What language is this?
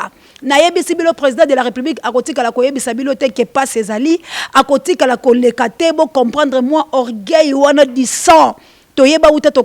Lingala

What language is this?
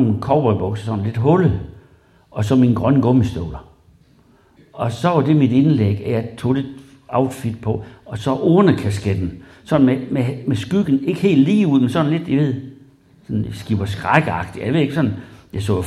Danish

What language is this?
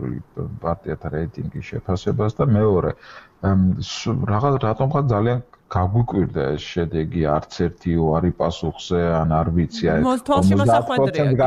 Georgian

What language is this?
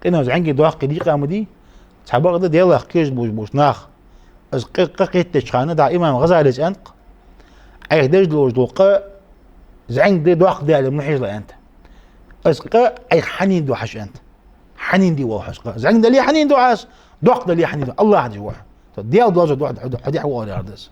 Ingush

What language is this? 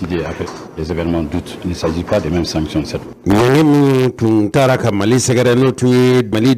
Bambara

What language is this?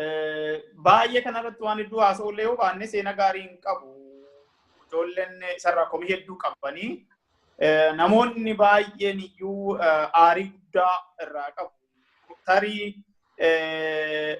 Oromo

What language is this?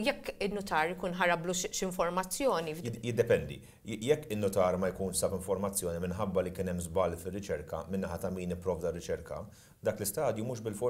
Maltese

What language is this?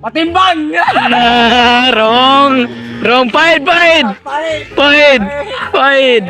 Cebuano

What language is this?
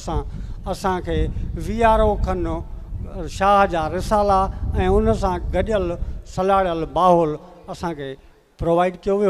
Sindhi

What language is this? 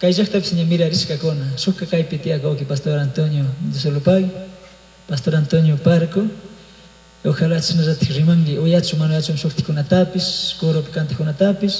Chimborazo Highland Quichua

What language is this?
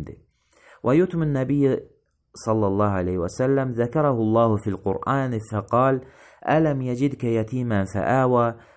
Azerbaijani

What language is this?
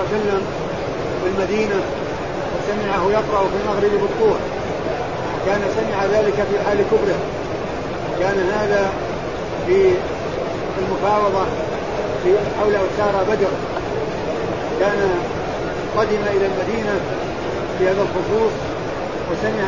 Arabic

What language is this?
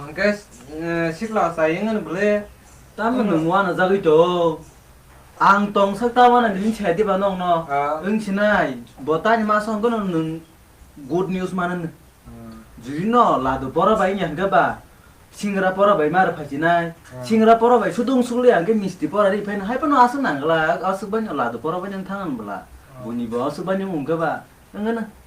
Kok Borok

